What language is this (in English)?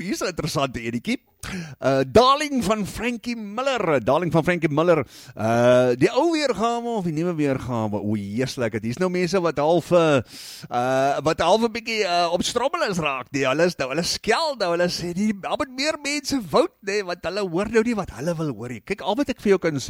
Afrikaans